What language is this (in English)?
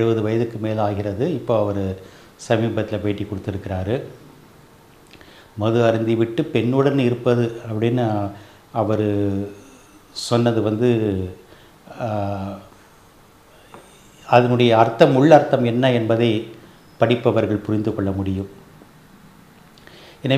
Tamil